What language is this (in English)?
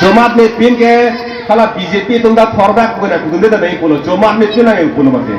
Karbi